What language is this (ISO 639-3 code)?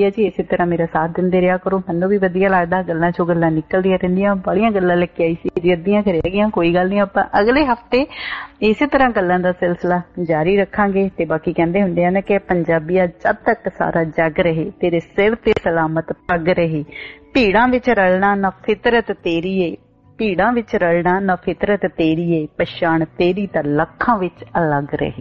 pan